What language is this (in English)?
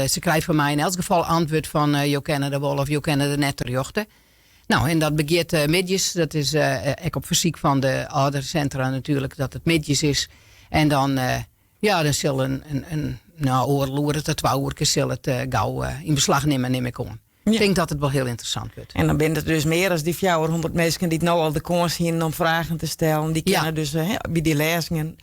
Western Frisian